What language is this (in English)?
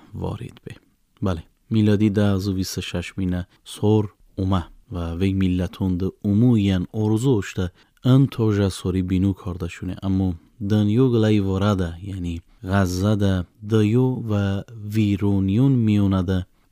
Tajik